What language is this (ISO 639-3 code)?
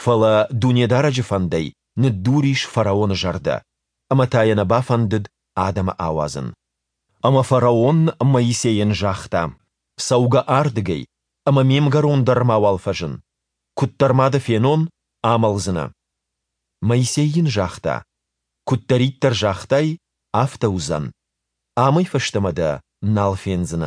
oss